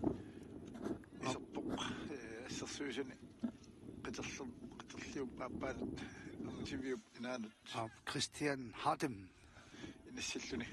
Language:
Kalaallisut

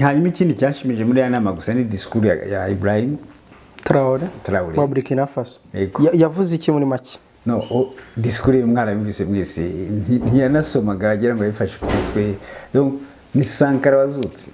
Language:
Kinyarwanda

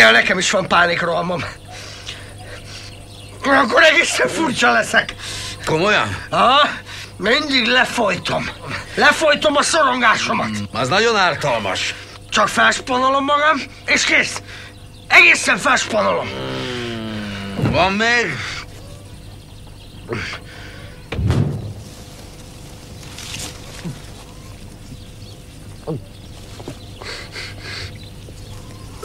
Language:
Hungarian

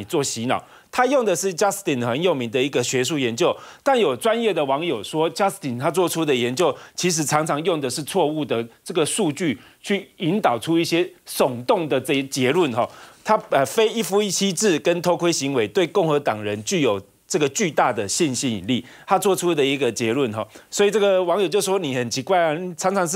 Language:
Chinese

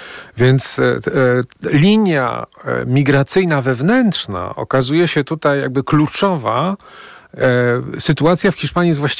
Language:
Polish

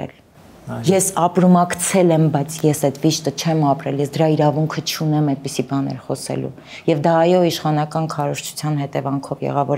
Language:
Armenian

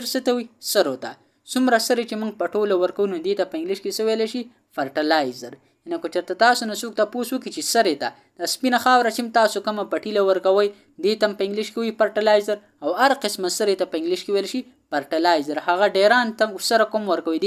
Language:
Pashto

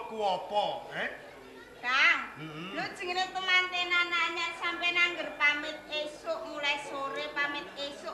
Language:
Javanese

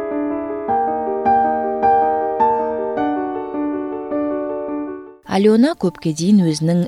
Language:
Kazakh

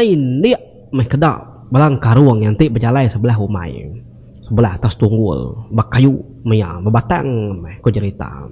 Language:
Iban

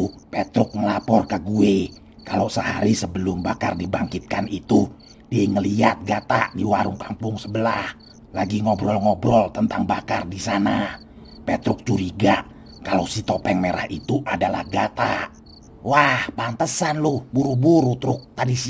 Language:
Betawi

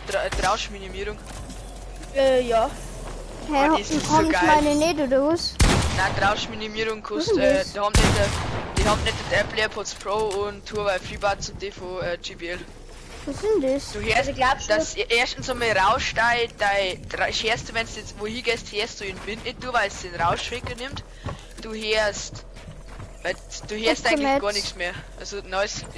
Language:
Bavarian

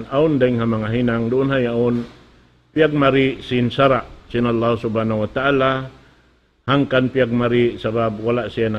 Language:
Tausug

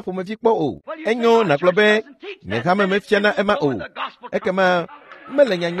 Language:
Ewe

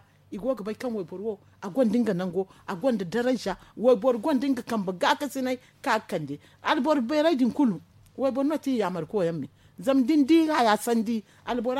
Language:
Zarma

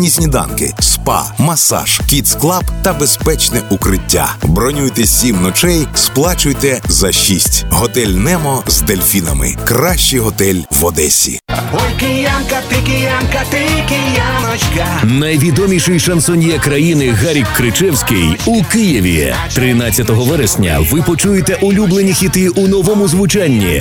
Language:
Ukrainian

